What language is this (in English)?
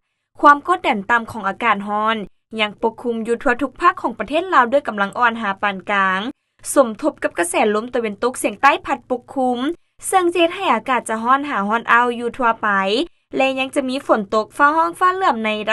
Lao